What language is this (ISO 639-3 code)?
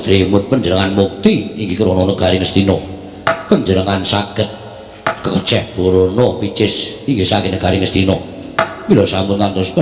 jav